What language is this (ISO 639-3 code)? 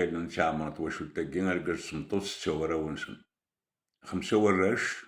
kab